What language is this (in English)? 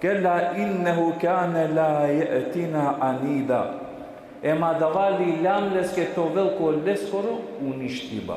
Balkan Romani